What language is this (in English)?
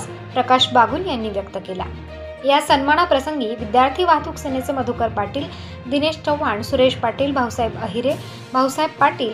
Marathi